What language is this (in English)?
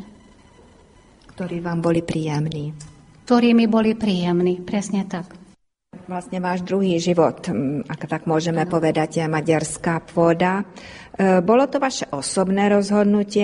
Slovak